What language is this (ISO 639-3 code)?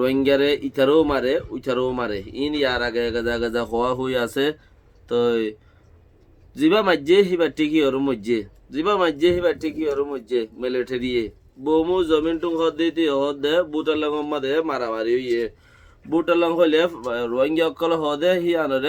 rhg